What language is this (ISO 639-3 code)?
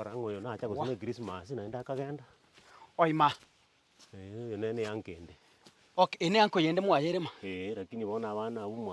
guz